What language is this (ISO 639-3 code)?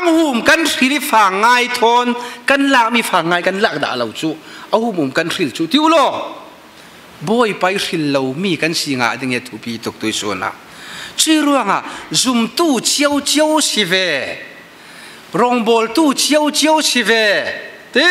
cfm